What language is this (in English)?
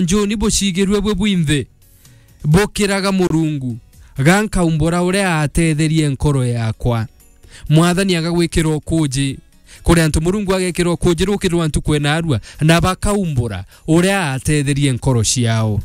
Meru